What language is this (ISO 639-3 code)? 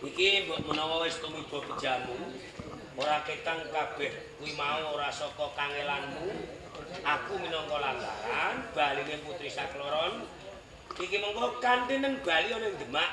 jav